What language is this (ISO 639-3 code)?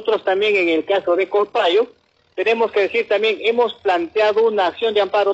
spa